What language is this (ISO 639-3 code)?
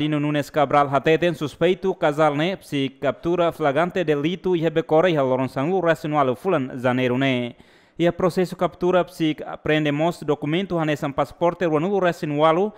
tet